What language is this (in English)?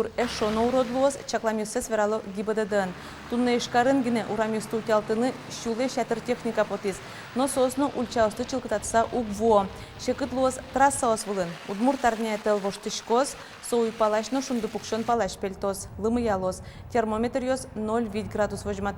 Udmurt